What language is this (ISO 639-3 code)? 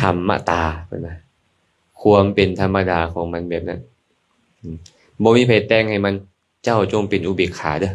lao